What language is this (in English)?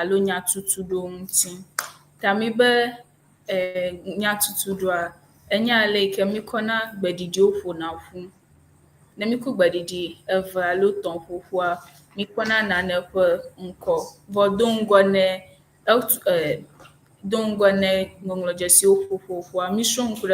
Ewe